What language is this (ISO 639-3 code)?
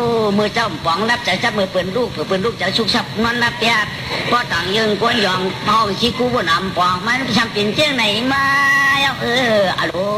shn